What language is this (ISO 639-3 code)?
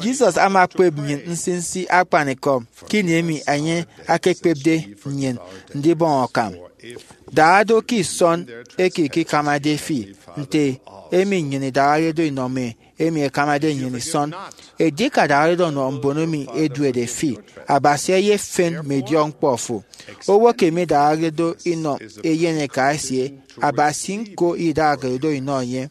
efi